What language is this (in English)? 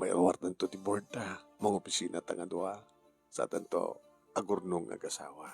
Iloko